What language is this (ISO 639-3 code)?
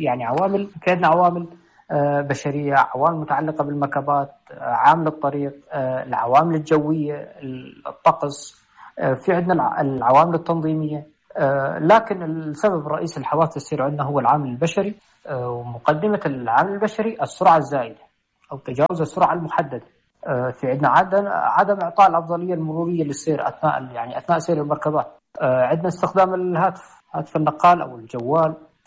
apc